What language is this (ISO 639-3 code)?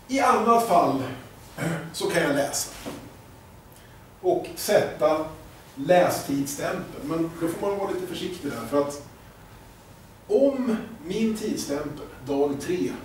swe